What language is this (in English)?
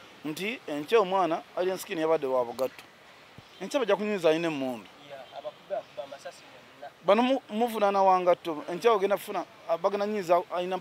Ganda